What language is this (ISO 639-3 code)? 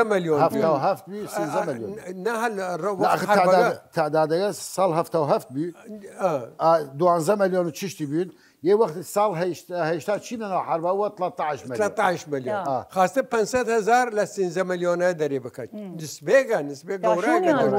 sdh